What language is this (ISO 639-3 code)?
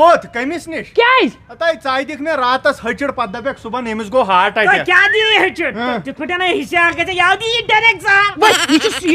kas